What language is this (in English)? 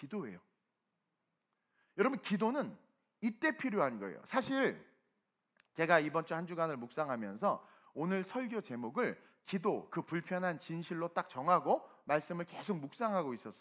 Korean